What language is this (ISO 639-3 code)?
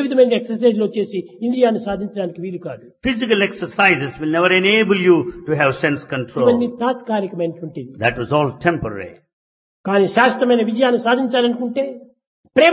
tel